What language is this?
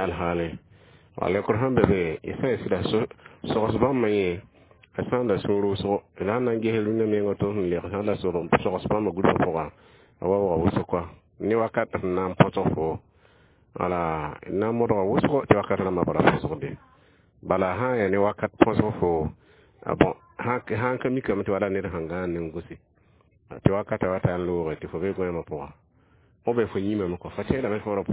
Mossi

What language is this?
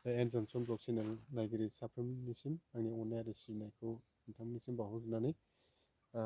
Bodo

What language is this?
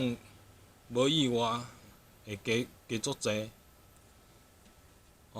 Min Nan Chinese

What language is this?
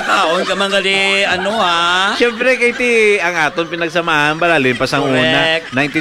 Hiligaynon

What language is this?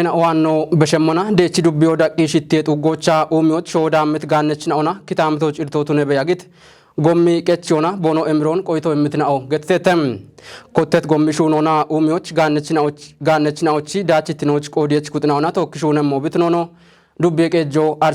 Kafa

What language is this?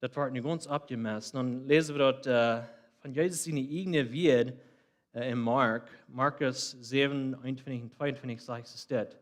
Plautdietsch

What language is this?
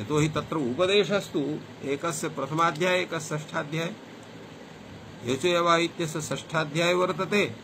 Sanskrit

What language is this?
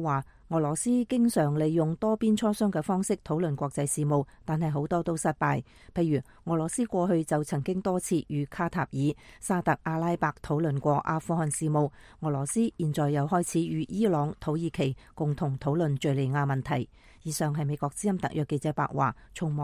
Cantonese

